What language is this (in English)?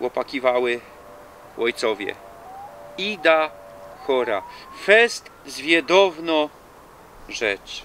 Silesian